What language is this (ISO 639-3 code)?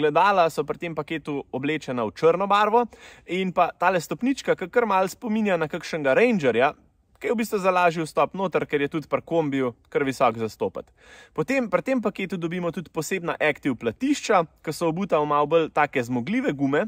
slv